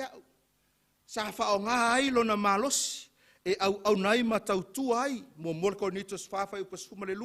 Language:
Samoan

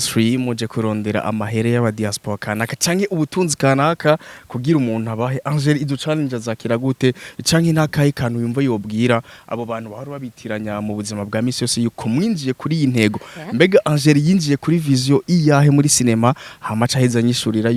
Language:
Rundi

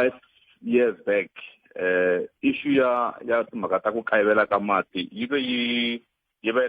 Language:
Tsonga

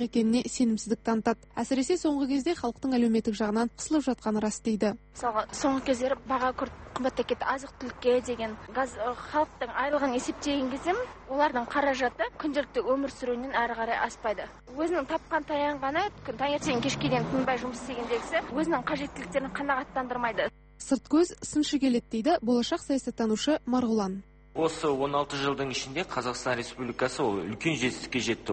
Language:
Kazakh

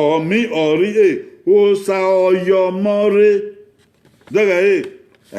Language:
Bini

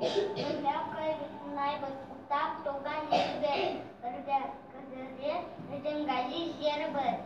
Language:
Bashkir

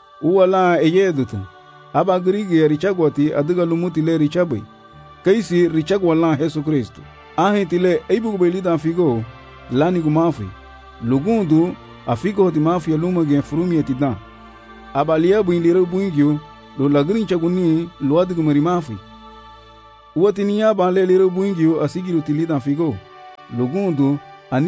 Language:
Garifuna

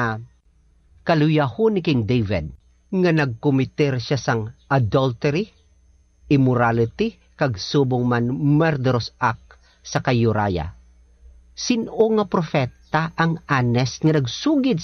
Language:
Hiligaynon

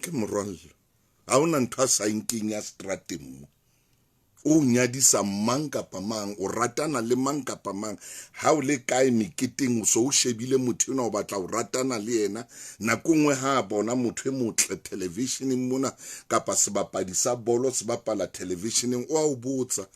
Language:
Southern Sotho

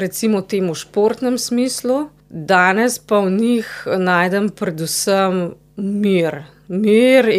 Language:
Slovenian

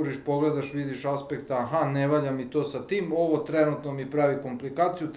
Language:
Serbian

